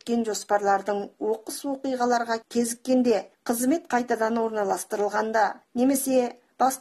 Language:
Kazakh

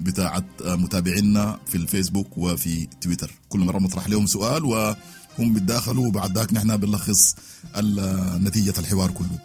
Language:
Sudanese Arabic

